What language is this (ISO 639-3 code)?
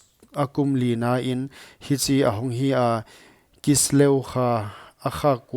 pck